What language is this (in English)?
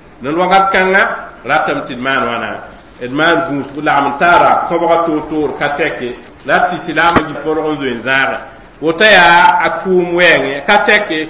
Mossi